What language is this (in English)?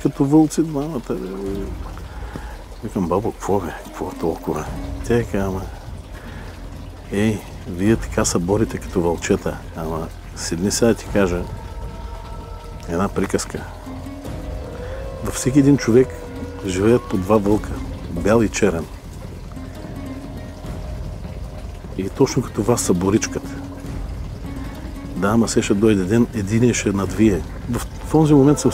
Bulgarian